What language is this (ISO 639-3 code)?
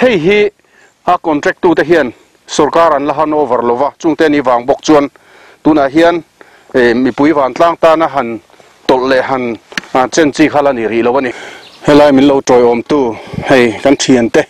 lus